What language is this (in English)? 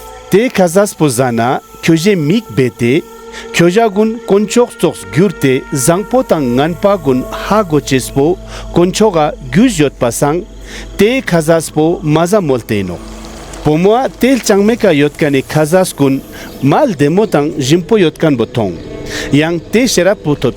Ladakhi